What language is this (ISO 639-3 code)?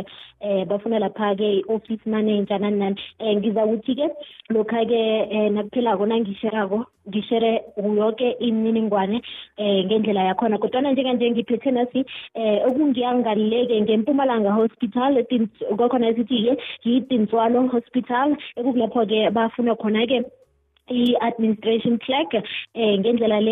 nbl